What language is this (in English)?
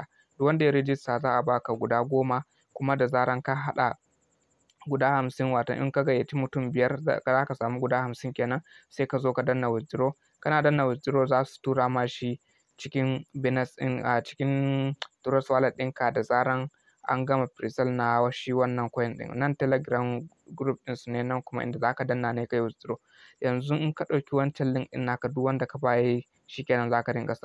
Hausa